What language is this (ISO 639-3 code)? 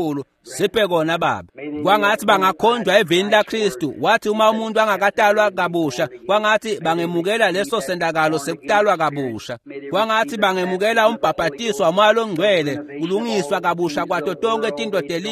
ssw